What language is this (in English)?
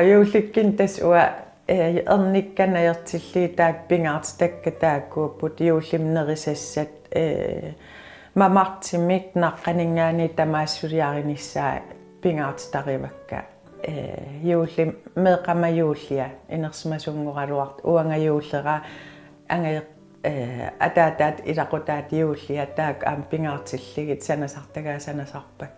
Kalaallisut